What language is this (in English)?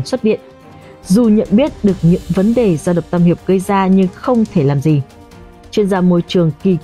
Vietnamese